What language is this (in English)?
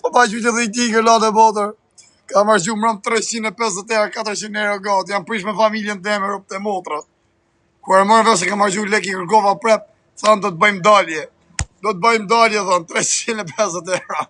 Albanian